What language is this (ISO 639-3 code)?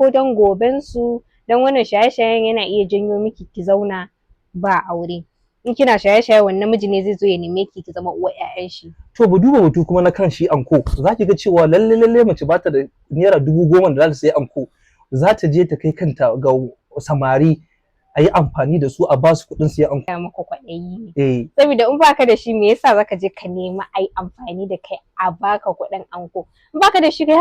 hau